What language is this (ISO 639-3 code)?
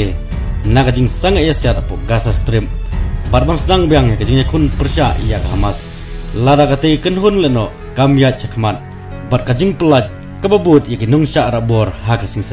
kha